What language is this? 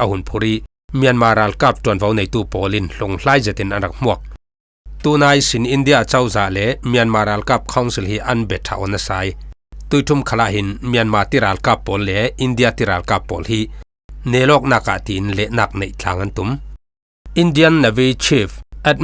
Falam Chin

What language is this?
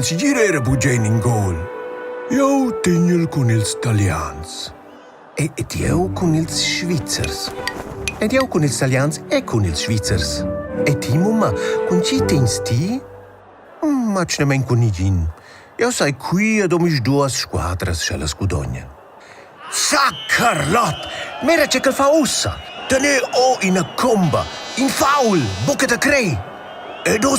Romansh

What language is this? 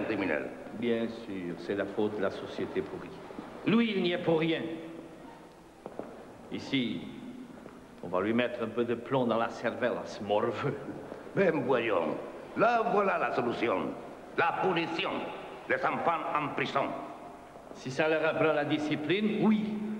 French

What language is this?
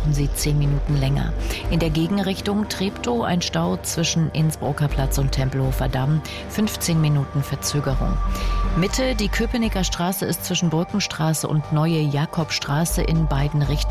German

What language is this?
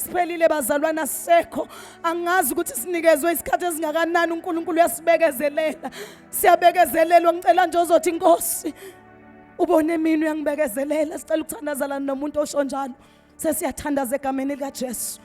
Zulu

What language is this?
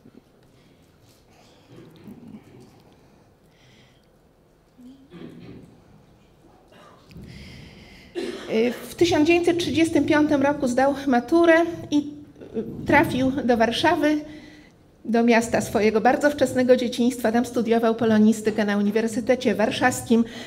Polish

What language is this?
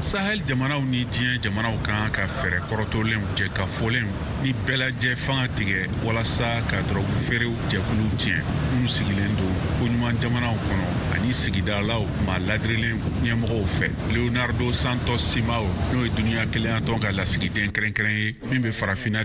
Bambara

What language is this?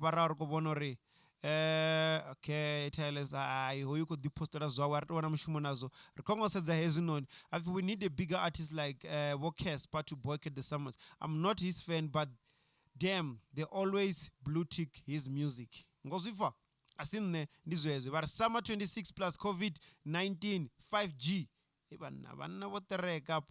Venda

